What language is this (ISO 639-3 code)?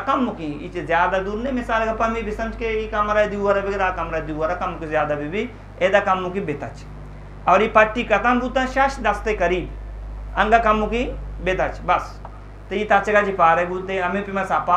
bgp